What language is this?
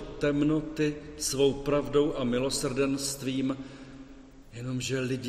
Czech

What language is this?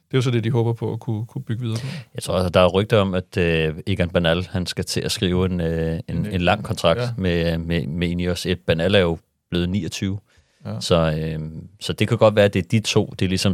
Danish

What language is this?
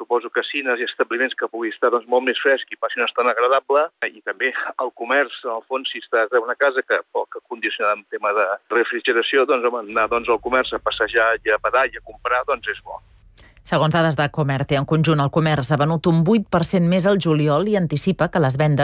Catalan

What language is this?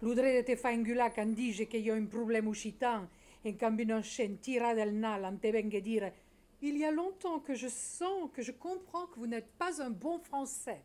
Occitan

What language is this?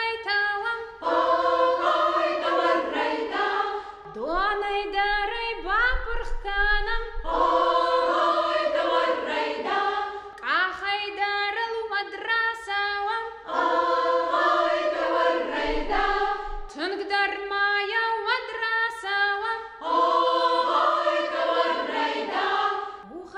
Ossetic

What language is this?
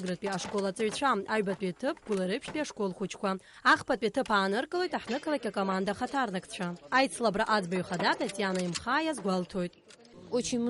Abkhazian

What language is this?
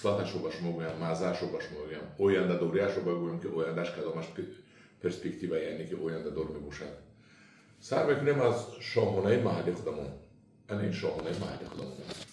Tajik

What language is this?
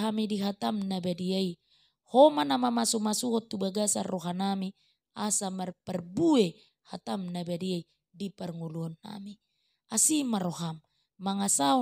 Batak Toba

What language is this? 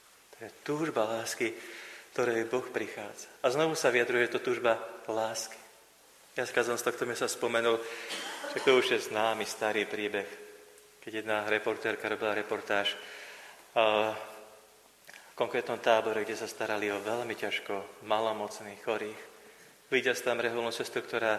Slovak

